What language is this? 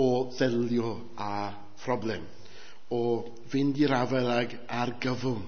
Welsh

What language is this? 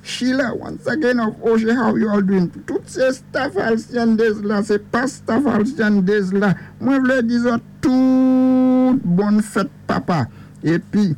Saint Lucian Creole French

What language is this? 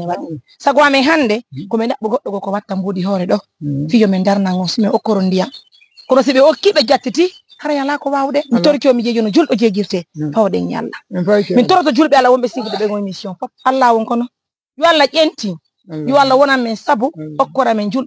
Fula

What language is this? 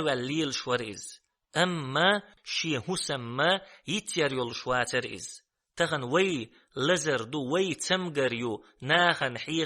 Chechen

